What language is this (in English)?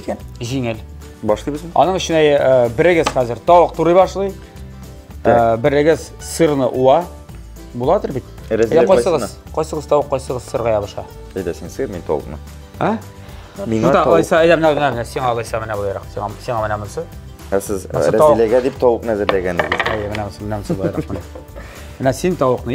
Tatar